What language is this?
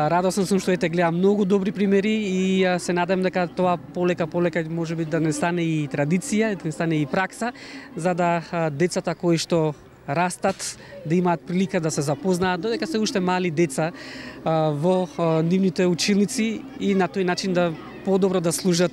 Macedonian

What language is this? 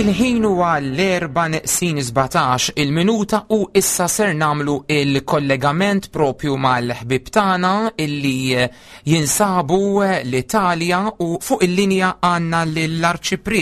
Maltese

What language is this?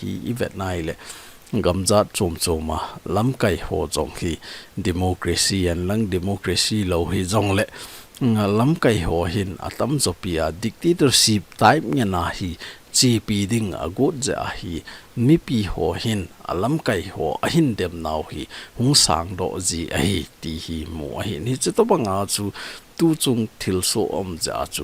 Thado Chin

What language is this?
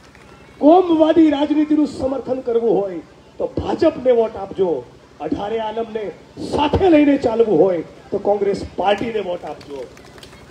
Gujarati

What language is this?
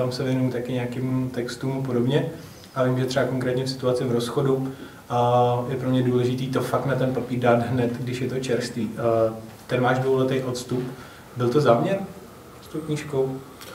Czech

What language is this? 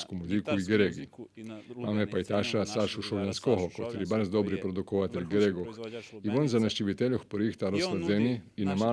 Rusyn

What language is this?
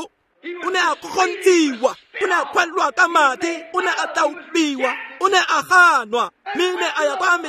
Tswana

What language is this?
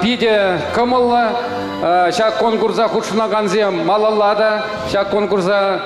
Chuvash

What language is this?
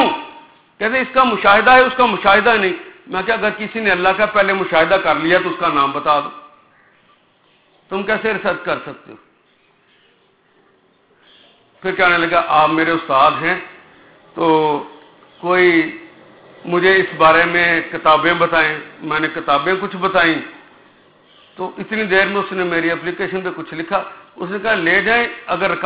Urdu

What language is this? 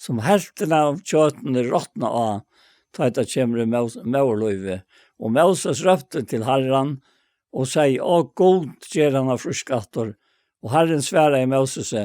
Faroese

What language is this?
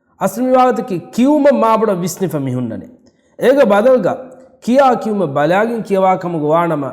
Divehi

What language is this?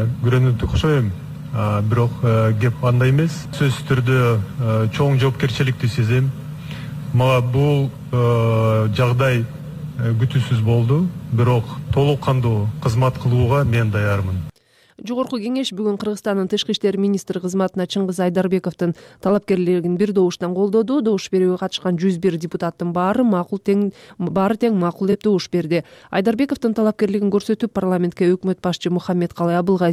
Kyrgyz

